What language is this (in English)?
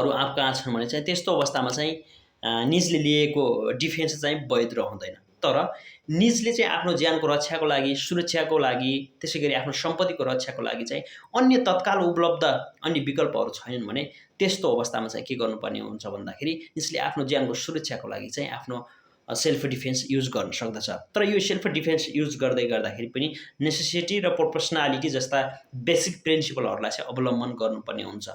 Nepali